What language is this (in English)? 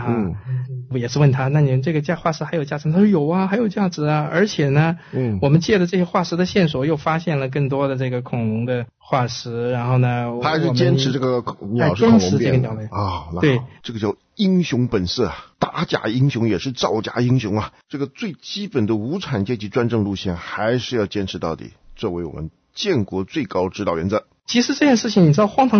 Chinese